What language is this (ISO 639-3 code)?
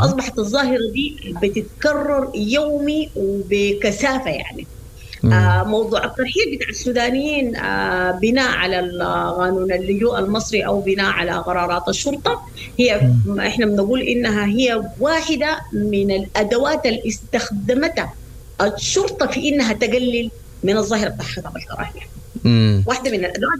apd